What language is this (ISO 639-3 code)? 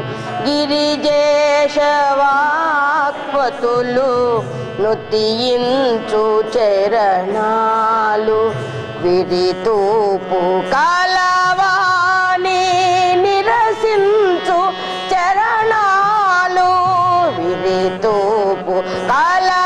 tel